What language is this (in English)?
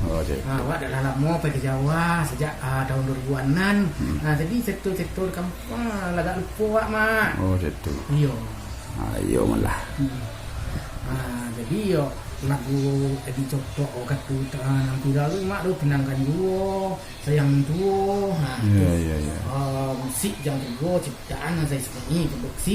Minangkabau